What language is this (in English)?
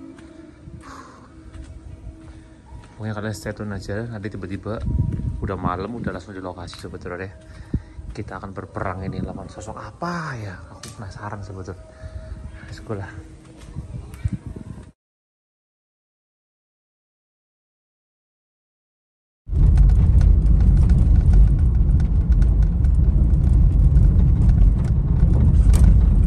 Indonesian